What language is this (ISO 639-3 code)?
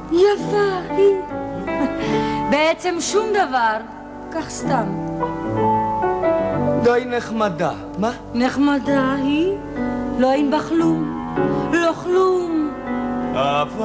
heb